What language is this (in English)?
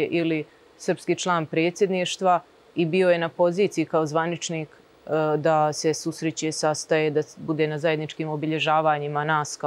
Serbian